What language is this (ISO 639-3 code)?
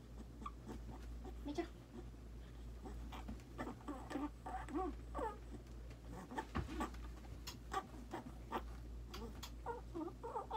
jpn